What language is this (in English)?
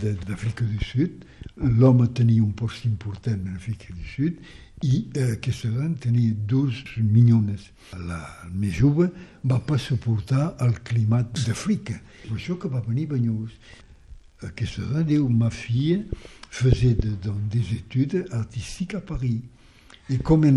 Catalan